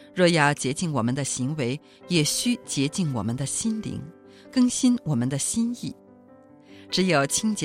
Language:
Chinese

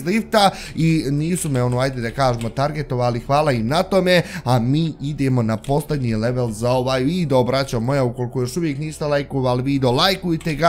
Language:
Bosnian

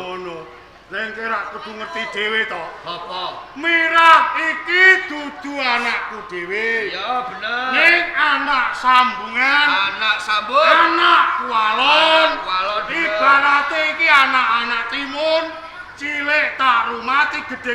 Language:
Javanese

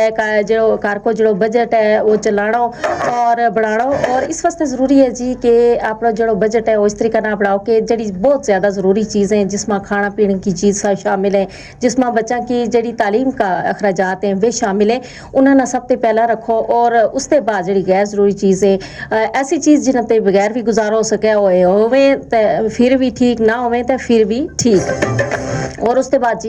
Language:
Gujari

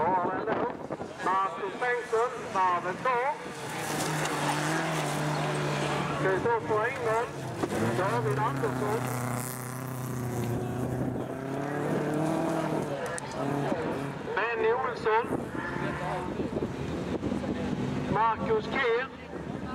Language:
Swedish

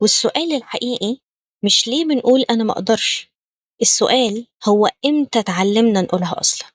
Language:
Egyptian Arabic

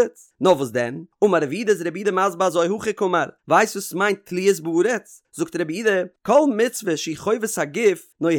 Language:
Yiddish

